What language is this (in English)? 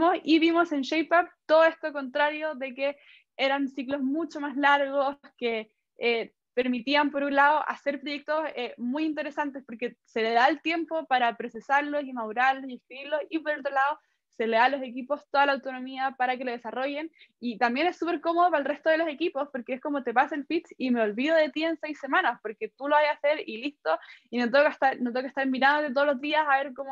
Spanish